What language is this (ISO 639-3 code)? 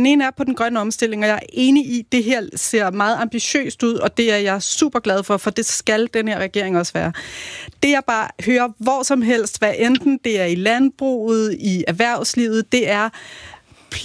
dan